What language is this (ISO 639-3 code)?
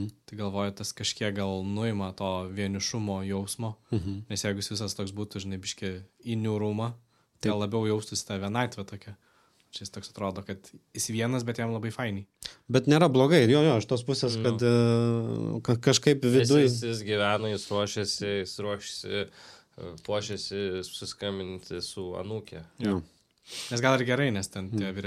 lit